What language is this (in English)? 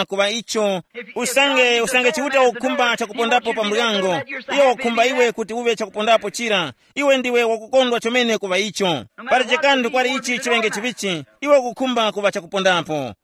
Tumbuka